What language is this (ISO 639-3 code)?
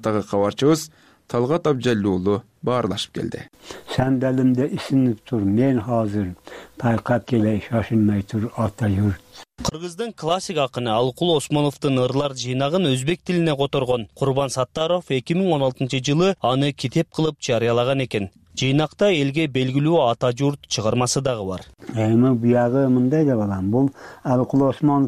kir